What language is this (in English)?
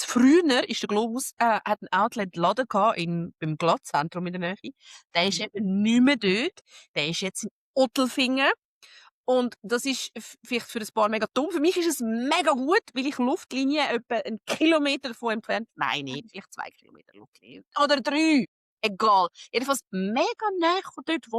Swiss German